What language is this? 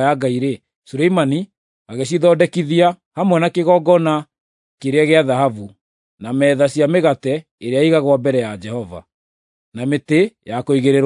Kikuyu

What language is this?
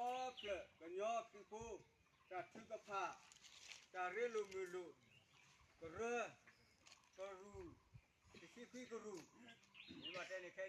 S'gaw Karen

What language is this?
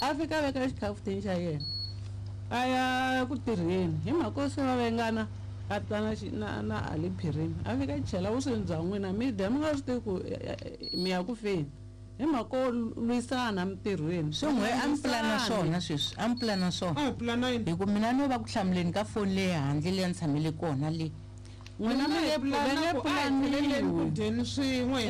Tsonga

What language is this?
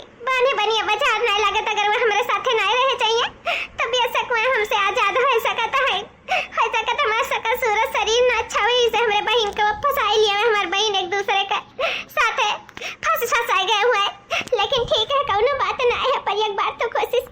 Awadhi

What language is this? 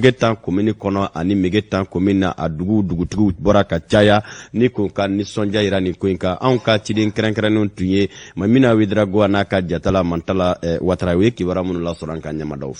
Bambara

